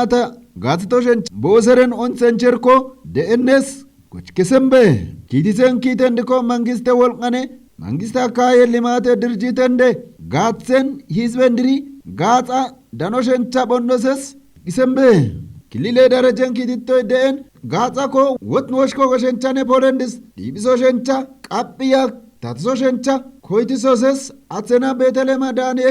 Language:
Kafa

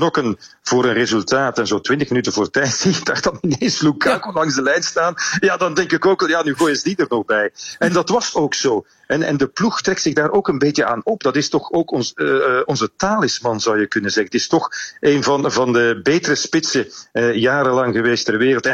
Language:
Dutch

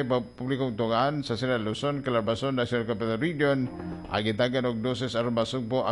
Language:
Cebuano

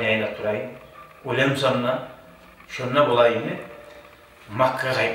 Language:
Kumyk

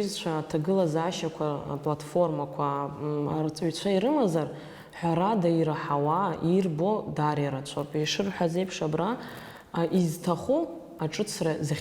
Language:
Abkhazian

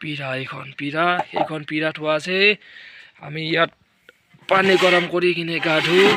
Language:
Assamese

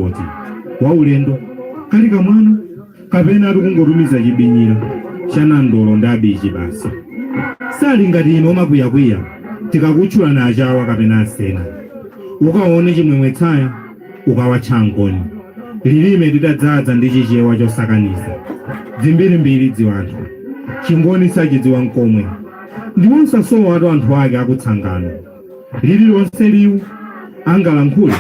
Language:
Nyanja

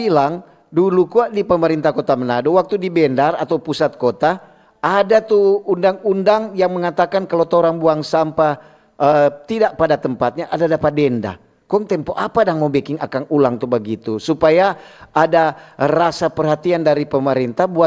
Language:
Manado Malay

